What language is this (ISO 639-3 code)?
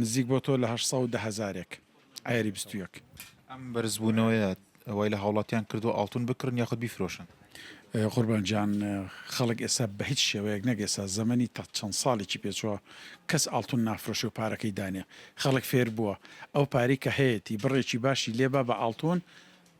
ckb